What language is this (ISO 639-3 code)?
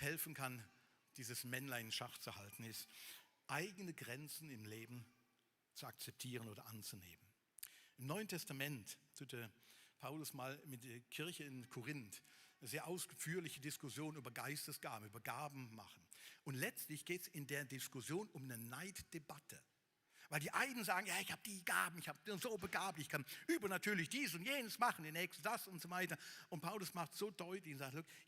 gsw